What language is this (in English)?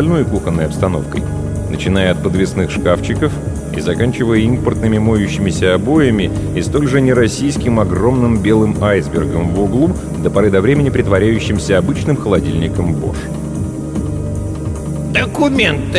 Russian